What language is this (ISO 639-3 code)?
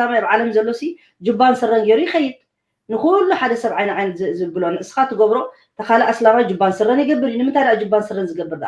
tir